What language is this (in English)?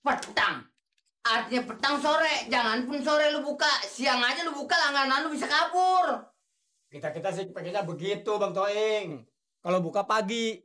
Betawi